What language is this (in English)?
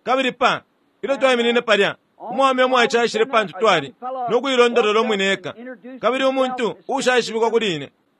Bemba